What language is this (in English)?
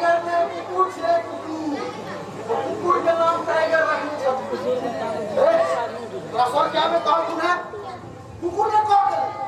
Maithili